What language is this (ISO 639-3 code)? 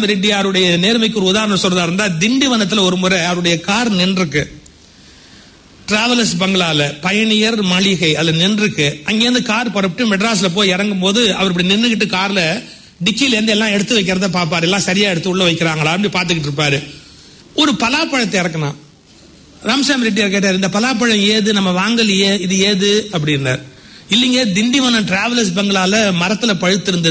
tam